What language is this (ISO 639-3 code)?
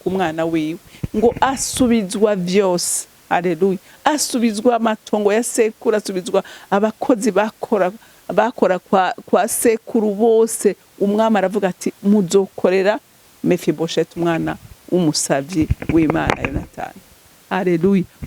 run